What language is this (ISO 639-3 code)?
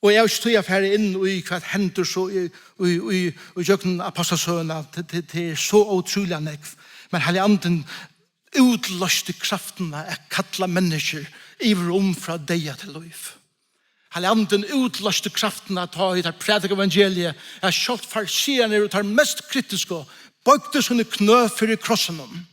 fao